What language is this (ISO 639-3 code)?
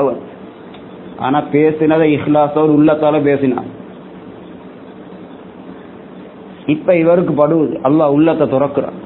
tam